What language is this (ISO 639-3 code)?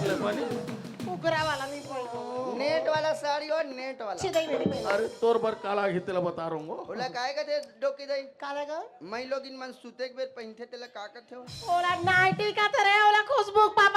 hne